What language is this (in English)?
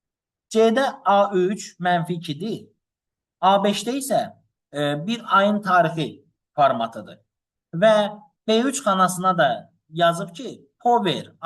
Azerbaijani